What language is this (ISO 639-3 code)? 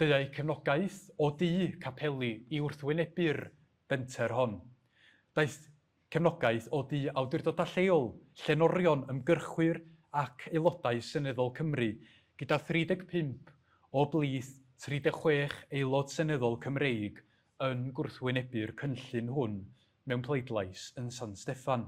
cym